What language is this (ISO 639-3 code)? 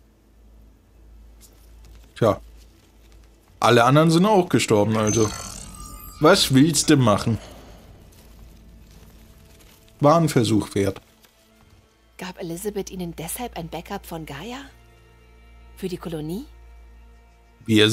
deu